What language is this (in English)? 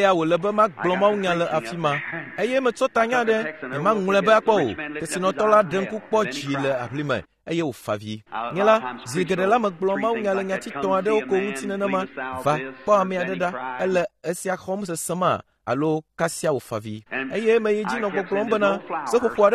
Ewe